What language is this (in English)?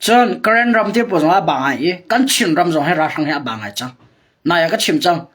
Hakha Chin